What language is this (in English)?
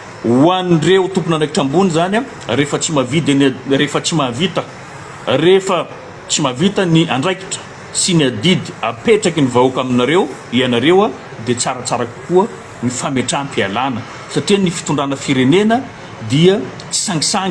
Malagasy